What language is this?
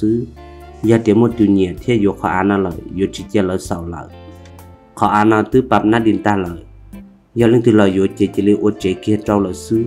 Hmong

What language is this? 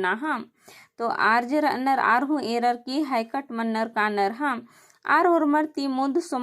Kurukh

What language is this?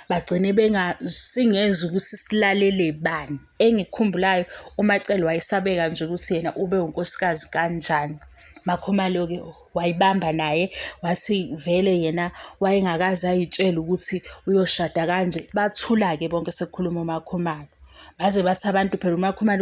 Zulu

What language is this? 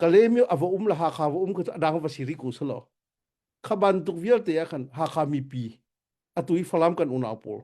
Hakha Chin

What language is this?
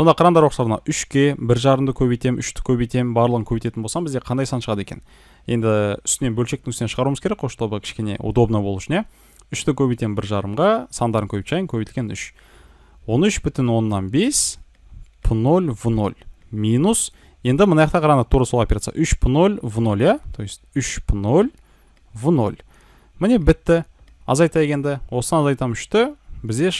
Kazakh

